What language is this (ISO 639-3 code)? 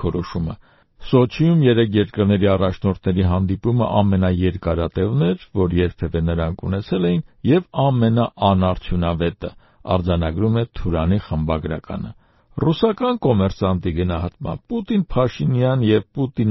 hye